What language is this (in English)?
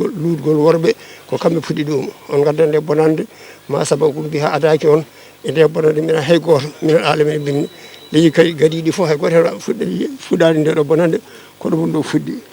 Fula